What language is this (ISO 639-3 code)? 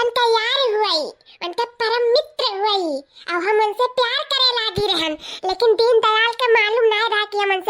awa